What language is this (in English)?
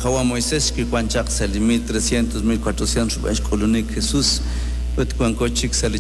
Kekchí